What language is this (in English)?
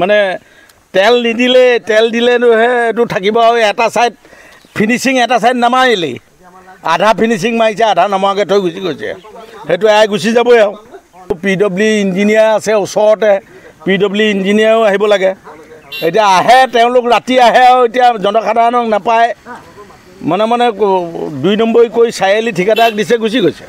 Assamese